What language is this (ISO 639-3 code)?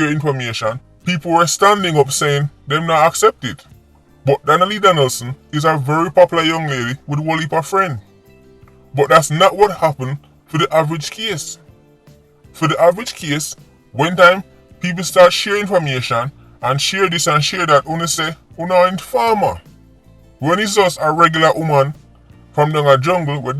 jam